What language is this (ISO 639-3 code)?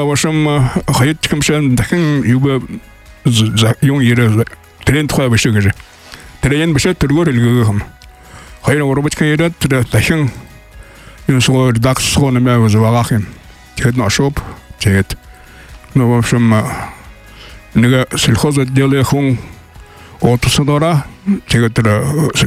bua